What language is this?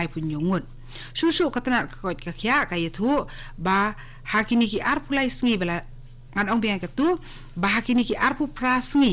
Khasi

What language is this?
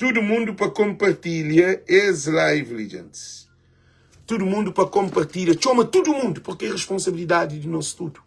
Kabuverdianu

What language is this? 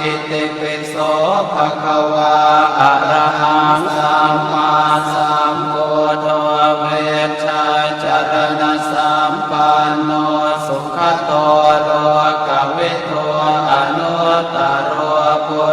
Pali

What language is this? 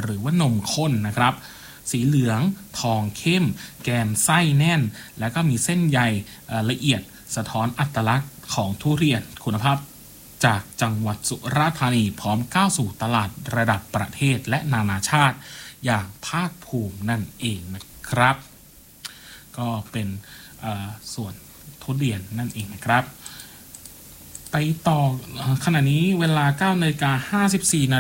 Thai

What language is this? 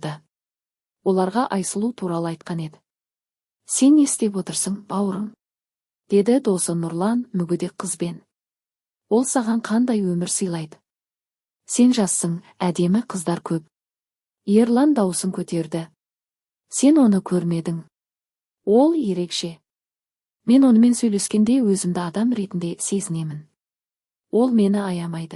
Kazakh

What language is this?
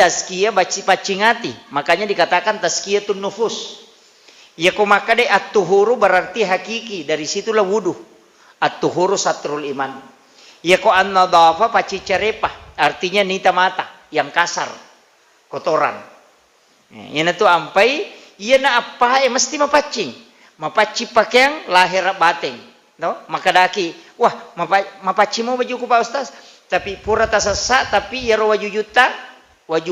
Buginese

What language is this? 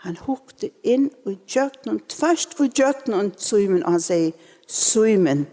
Faroese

